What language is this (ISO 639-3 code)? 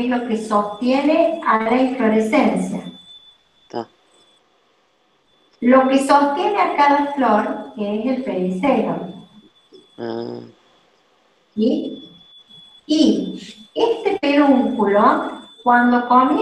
spa